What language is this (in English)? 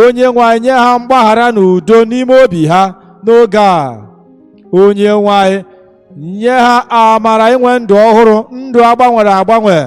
Igbo